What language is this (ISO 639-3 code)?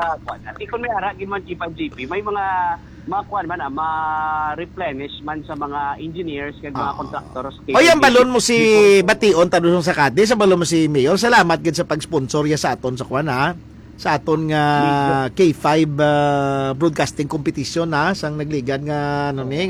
hil